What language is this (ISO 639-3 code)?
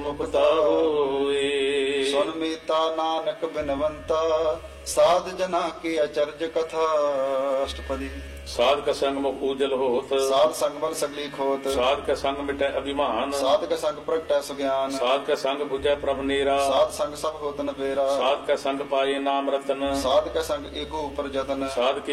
pan